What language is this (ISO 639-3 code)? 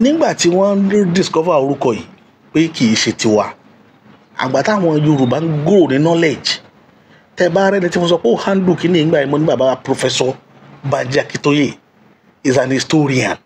yor